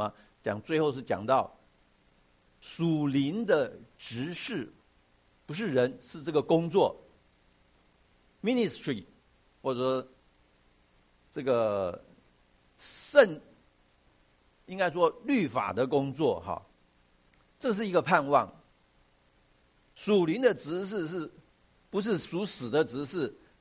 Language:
Chinese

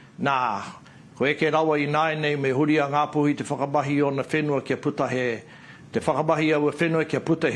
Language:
Māori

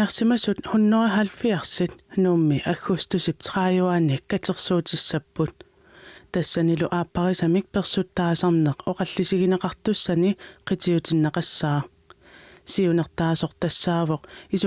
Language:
Kalaallisut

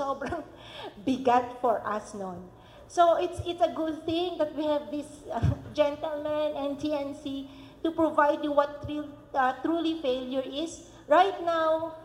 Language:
Filipino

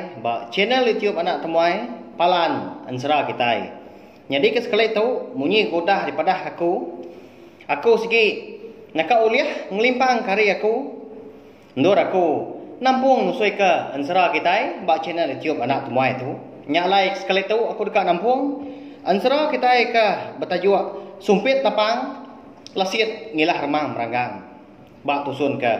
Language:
Iban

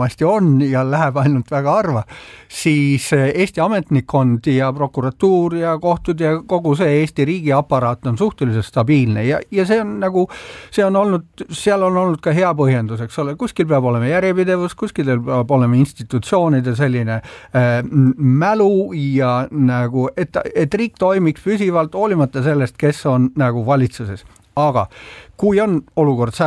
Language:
Estonian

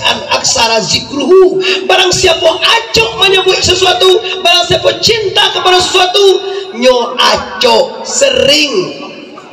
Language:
Minangkabau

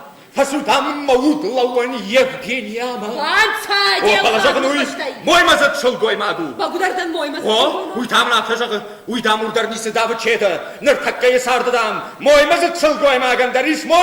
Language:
Ossetic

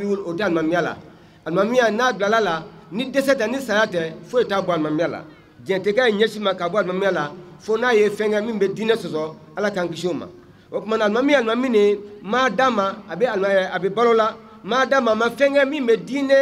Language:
Bambara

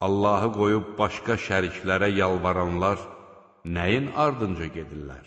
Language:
Azerbaijani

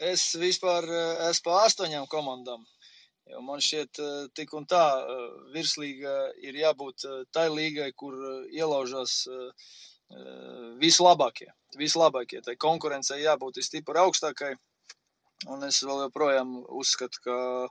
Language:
Latvian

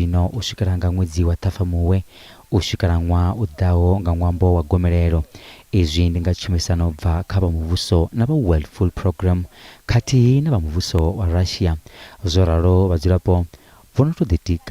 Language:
Venda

